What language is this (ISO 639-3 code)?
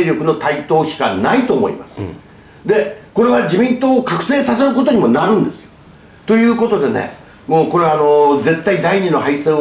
jpn